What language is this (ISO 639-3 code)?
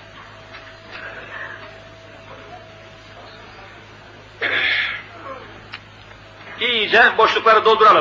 tur